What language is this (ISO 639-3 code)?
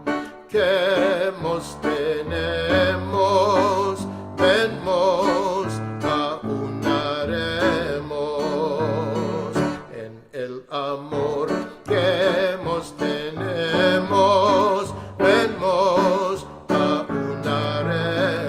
lad